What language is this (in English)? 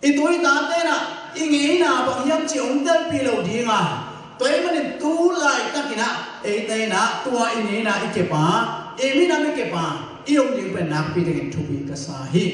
Tedim Chin